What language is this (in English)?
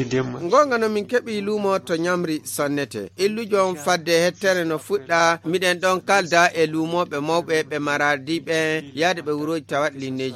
Fula